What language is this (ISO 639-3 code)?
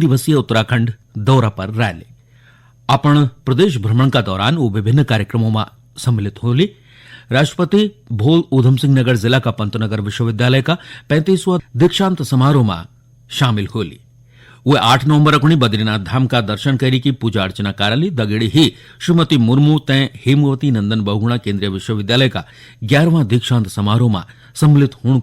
gbm